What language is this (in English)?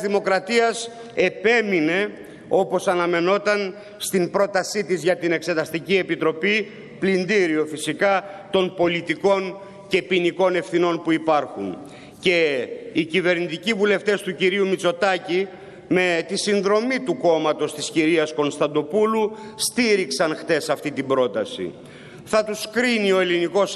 Greek